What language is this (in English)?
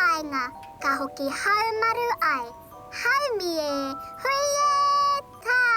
Māori